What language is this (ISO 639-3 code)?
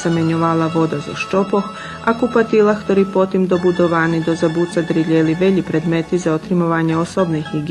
rue